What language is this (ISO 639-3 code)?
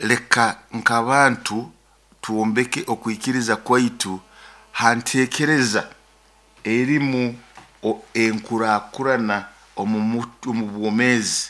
nyo